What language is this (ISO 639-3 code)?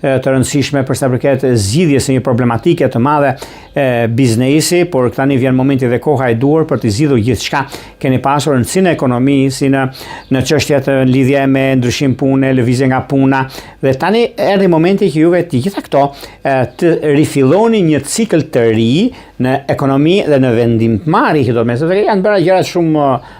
sqi